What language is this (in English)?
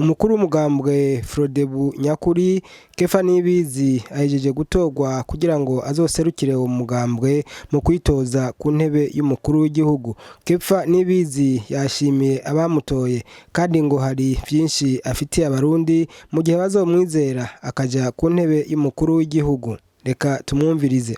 Rundi